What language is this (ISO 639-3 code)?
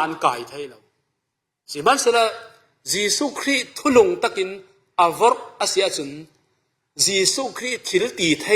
cfm